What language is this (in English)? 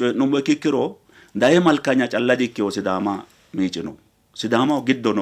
Sidamo